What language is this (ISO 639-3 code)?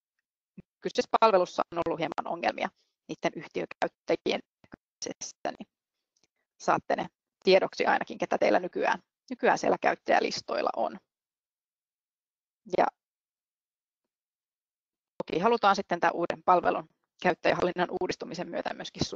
fin